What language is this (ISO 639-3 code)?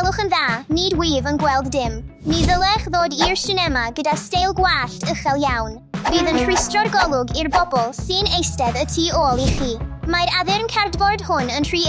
cym